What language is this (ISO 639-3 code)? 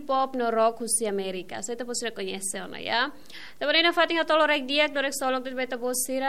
tet